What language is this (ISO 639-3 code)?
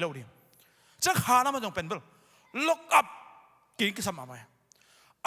ctd